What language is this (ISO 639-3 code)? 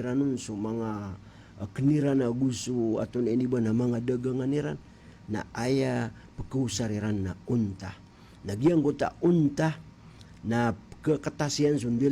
mrw